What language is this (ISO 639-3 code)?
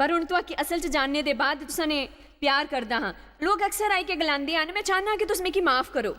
doi